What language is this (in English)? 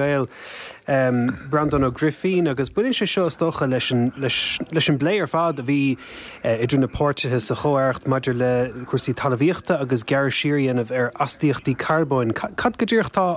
Irish